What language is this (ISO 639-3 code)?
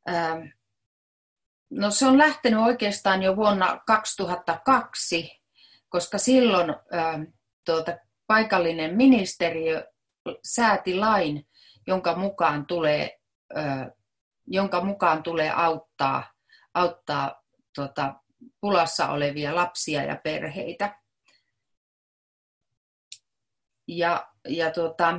fin